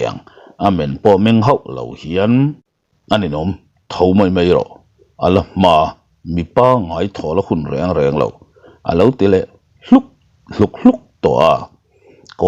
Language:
Mizo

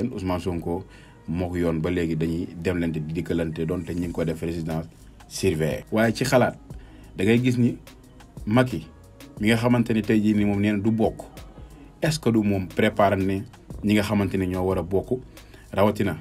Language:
Wolof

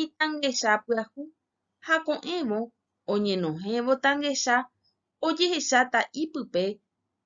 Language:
Guarani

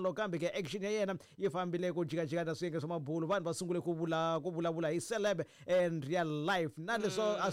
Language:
Tsonga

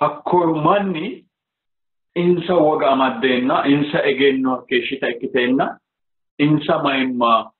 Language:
Sidamo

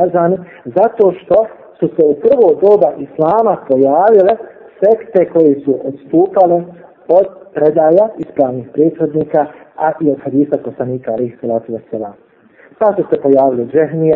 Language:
Bosnian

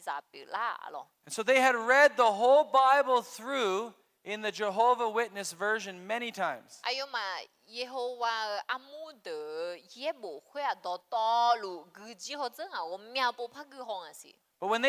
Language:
Akha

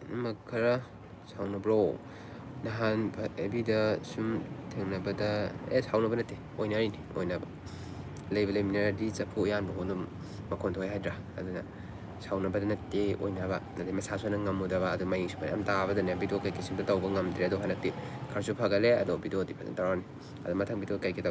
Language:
Manipuri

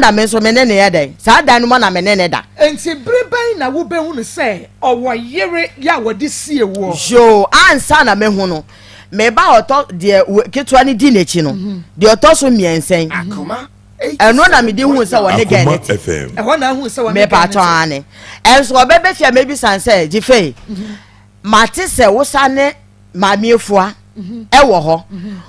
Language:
Akan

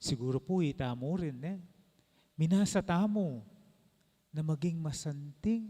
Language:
Pampanga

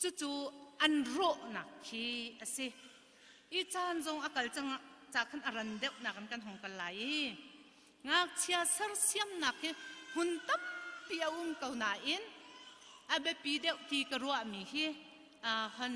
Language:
Hakha Chin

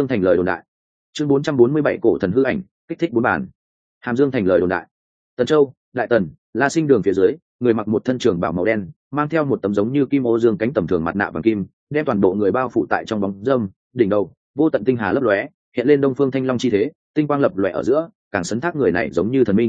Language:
Vietnamese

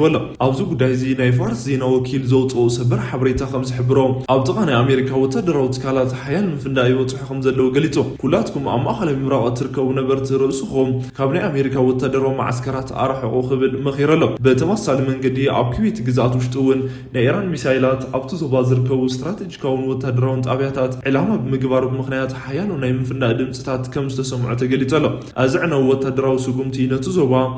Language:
Tigrinya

